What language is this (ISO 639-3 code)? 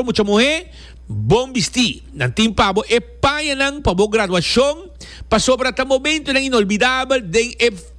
pap